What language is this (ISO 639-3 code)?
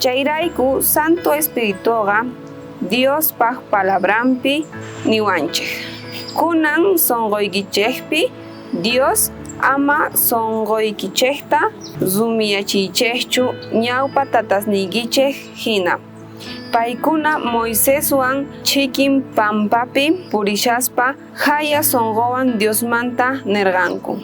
quh